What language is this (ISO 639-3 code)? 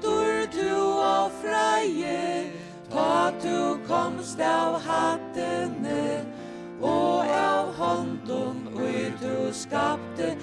fao